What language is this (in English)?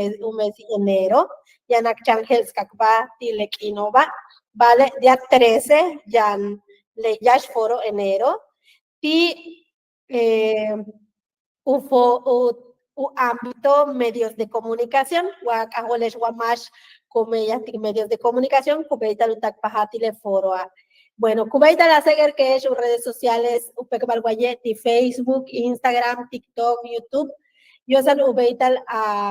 Yucateco